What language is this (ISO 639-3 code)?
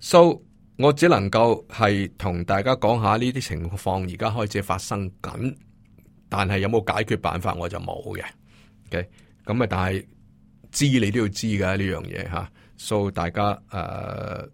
yue